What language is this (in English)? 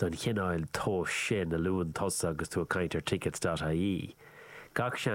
Irish